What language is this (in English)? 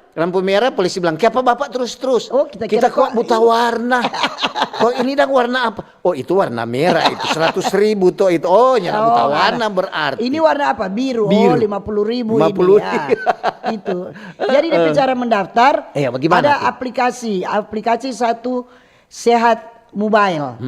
Manado Malay